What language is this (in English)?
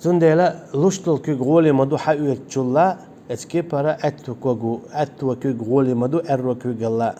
Chechen